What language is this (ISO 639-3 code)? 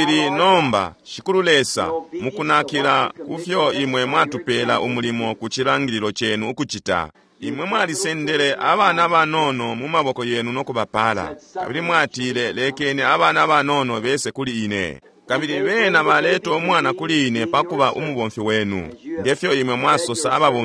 bem